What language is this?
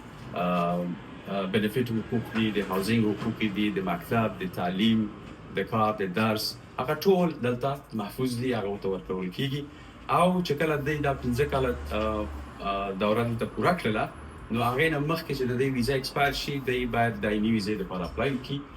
Pashto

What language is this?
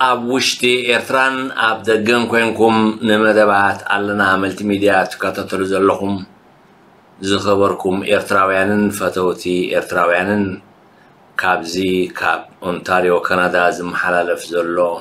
Tigrinya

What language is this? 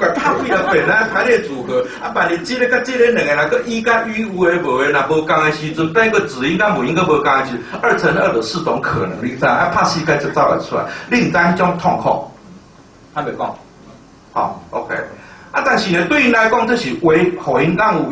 Min Nan Chinese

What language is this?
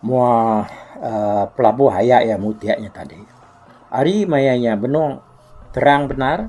Iban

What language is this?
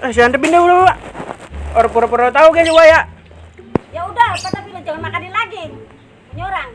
Betawi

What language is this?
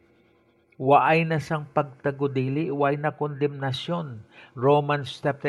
Hiligaynon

